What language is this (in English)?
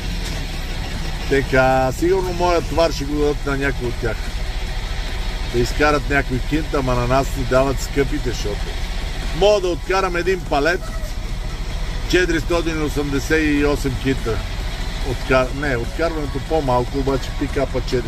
Bulgarian